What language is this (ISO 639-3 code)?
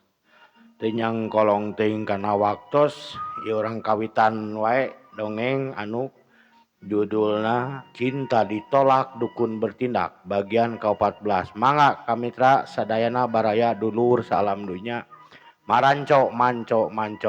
sun